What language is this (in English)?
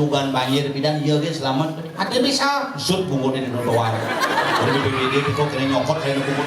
Balinese